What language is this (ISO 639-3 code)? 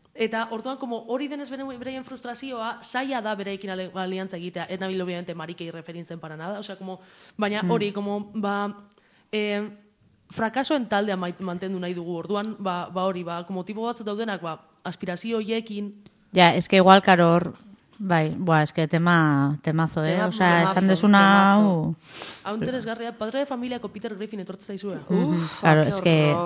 eus